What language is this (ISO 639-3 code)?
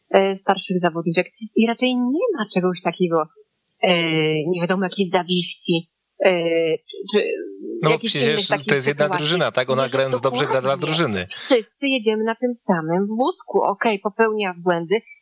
pol